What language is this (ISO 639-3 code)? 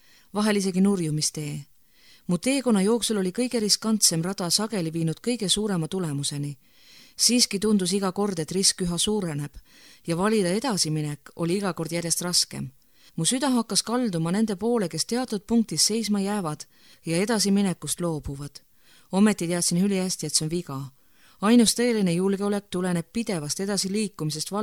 est